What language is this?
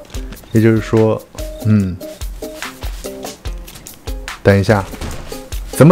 Chinese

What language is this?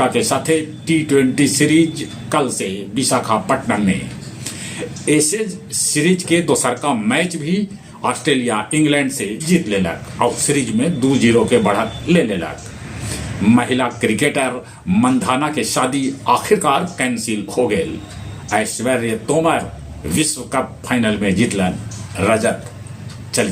Magahi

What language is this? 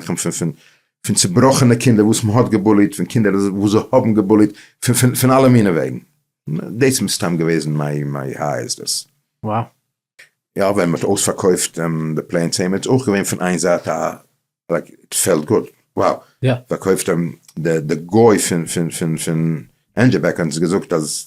Yiddish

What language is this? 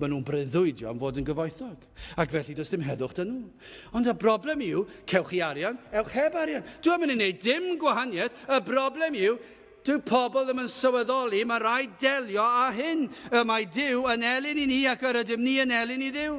Welsh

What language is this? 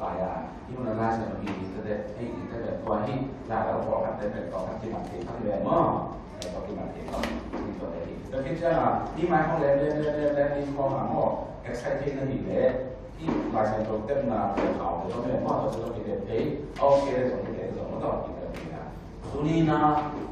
Tedim Chin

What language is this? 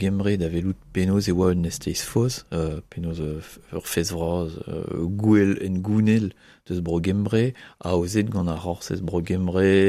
Breton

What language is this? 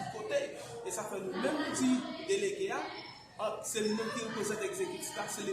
Haitian Creole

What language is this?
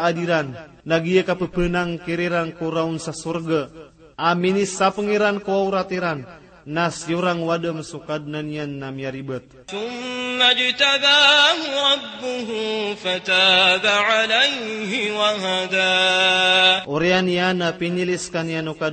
Maranao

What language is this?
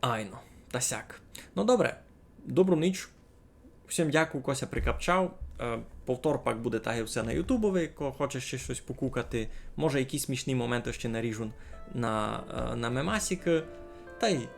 Rusyn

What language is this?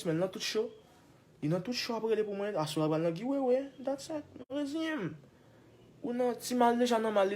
Haitian Creole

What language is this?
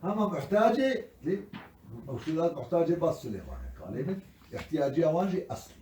Kurdish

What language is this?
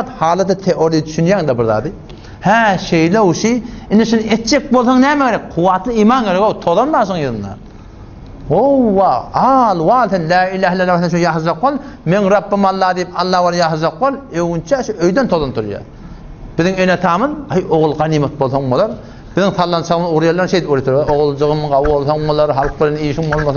Turkmen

